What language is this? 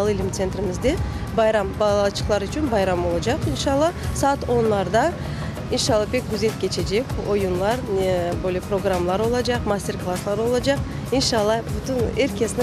Crimean Tatar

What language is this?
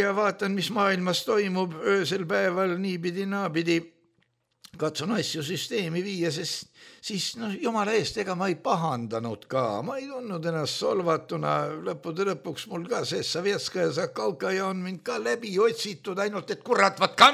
Estonian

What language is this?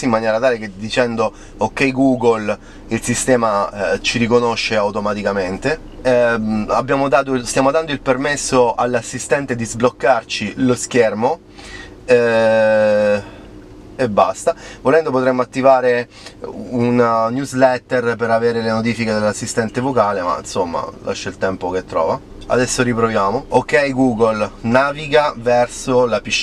Italian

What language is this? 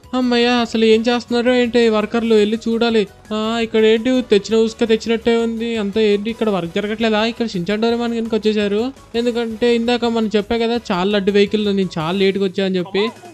Telugu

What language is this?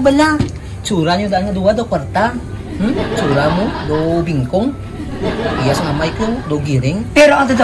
Hiligaynon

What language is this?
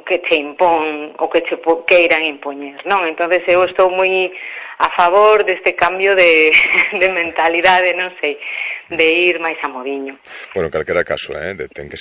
Galician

